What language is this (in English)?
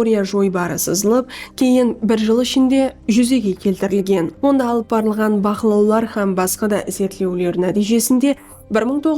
Kara-Kalpak